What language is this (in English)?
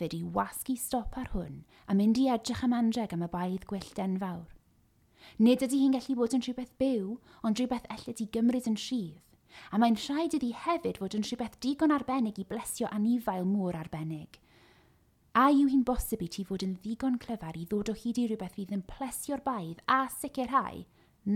Welsh